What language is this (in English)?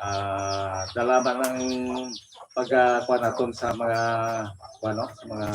Hiligaynon